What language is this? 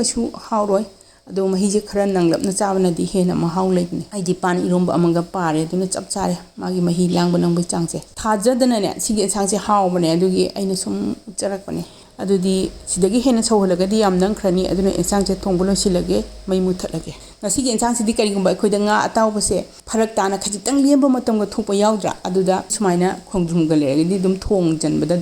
Manipuri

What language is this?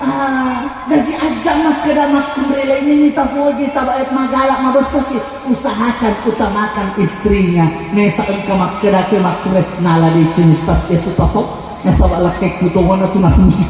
Buginese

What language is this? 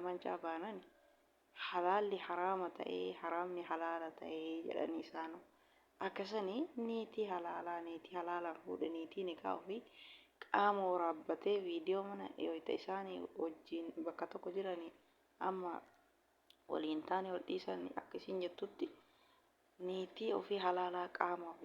Oromo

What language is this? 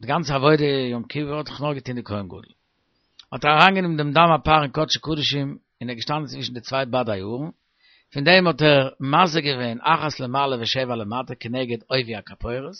Yiddish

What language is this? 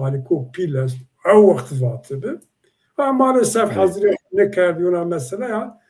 Zaza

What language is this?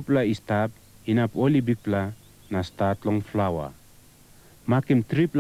Tok Pisin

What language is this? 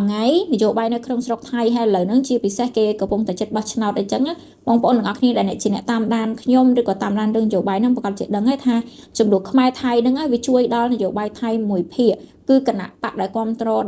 Khmer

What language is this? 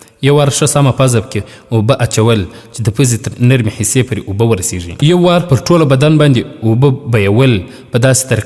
Pashto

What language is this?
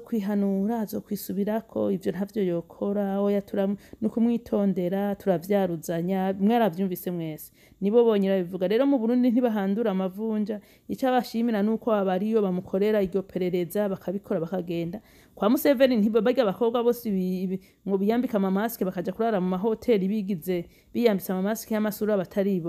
Rundi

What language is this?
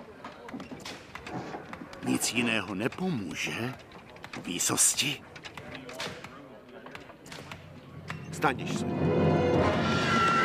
Czech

